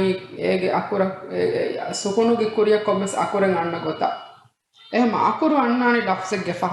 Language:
Divehi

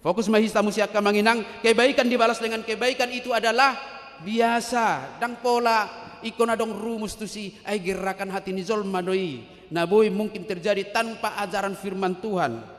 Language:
Batak Toba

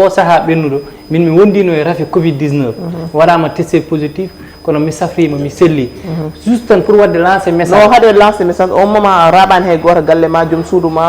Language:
Fula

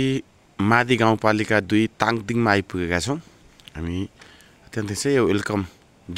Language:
Nepali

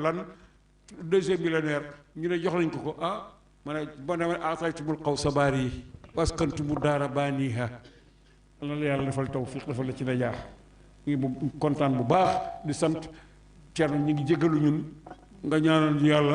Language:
Wolof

